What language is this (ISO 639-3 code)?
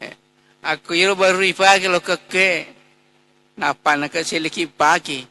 bug